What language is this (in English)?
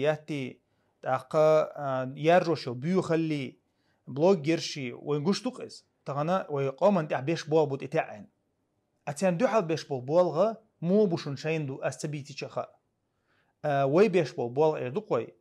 Chechen